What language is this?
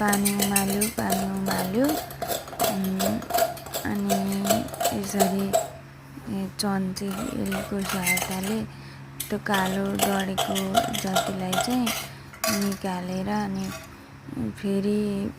Nepali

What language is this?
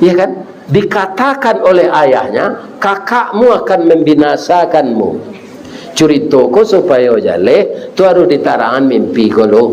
Minangkabau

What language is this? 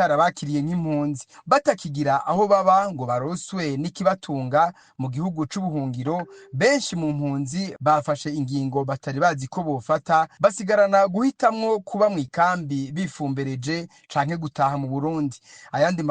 Rundi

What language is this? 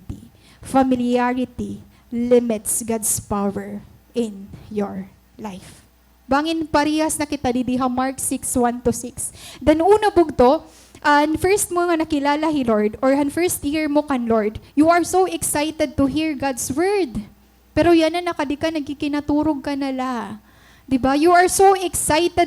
Waray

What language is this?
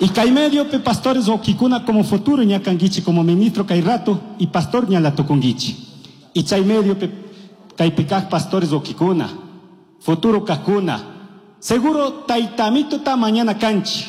Chimborazo Highland Quichua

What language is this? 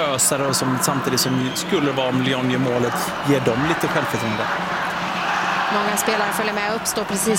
Swedish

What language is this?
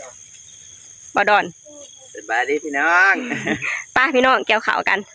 Lao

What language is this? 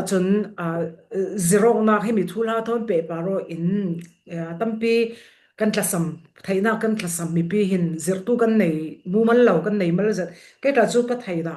Falam Chin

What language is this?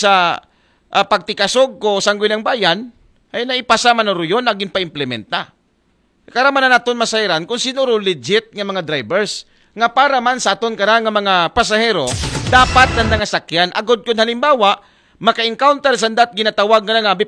Aklanon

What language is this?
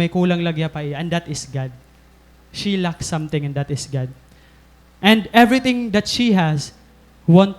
Waray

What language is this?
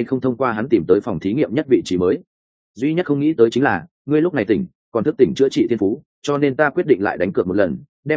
Vietnamese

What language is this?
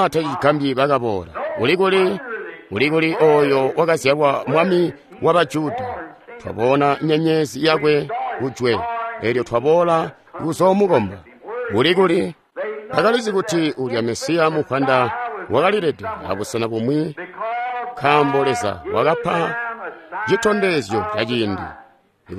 Tonga (Zambia)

